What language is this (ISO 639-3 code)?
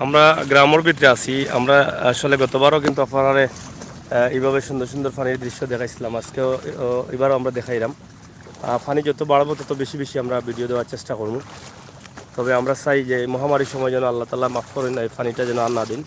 syl